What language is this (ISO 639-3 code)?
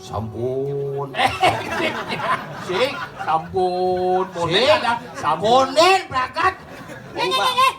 ban